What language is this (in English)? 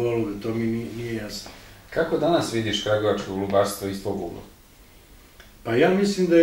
Serbian